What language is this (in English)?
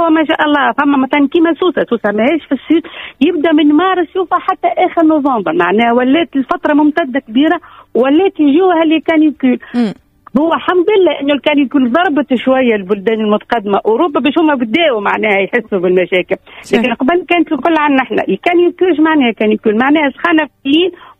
Tunisian Arabic